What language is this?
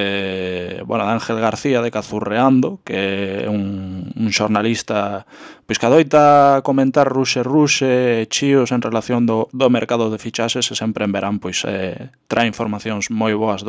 Galician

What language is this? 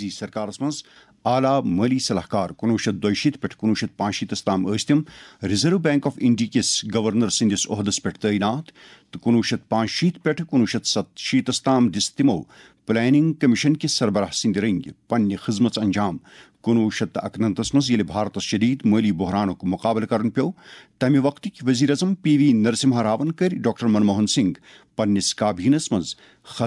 Kashmiri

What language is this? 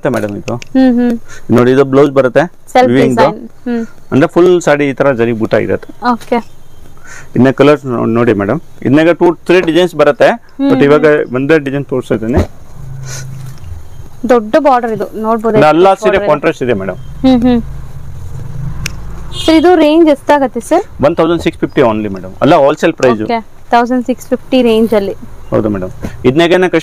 Kannada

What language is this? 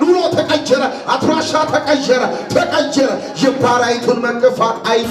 Amharic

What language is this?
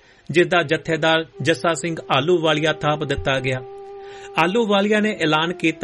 Punjabi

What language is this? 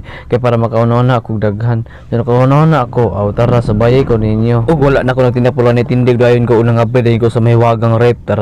Cebuano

